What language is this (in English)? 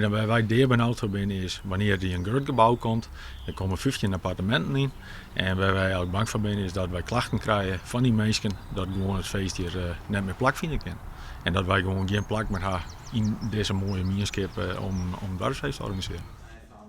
Western Frisian